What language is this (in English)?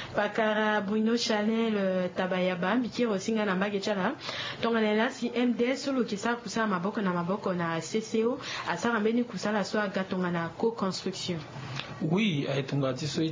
Sango